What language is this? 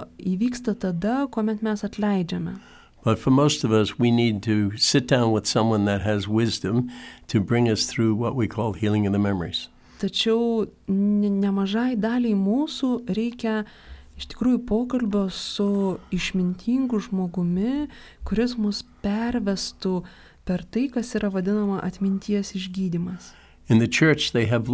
Lithuanian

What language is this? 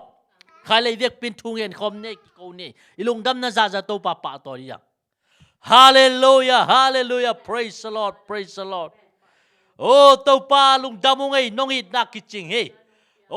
Tedim Chin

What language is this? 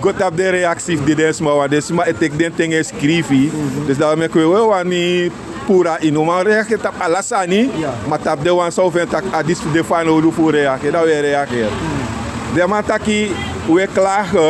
Sranan Tongo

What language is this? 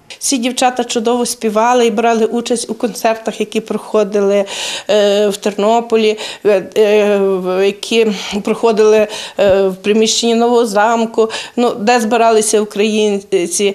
Ukrainian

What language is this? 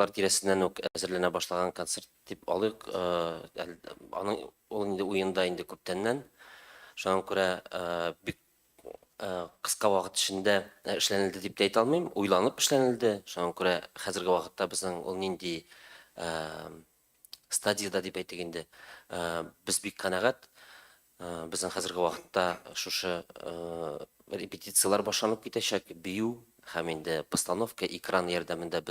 Tatar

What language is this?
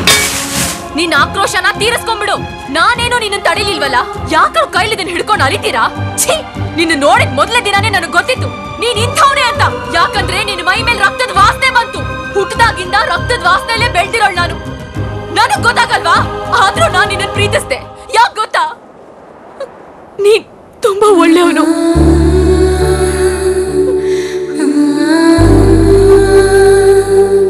Kannada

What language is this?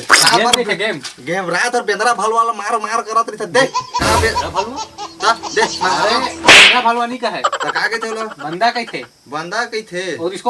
Chhattisgarhi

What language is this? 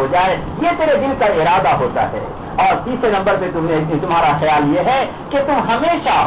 Urdu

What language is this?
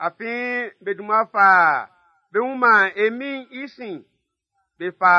Baoulé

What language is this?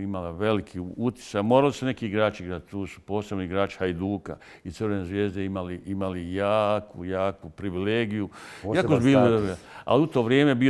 Bosnian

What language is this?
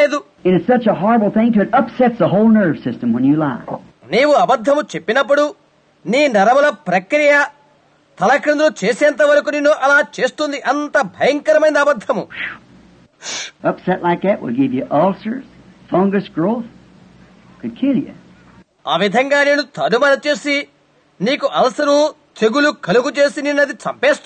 Telugu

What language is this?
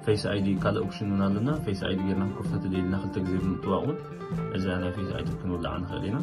Tigrinya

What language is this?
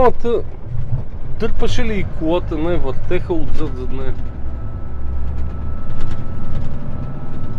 Bulgarian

